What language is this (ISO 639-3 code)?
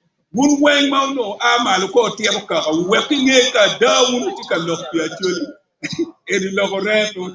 ach